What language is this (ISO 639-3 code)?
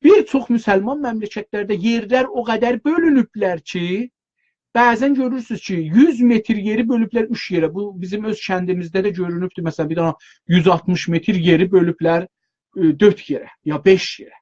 azb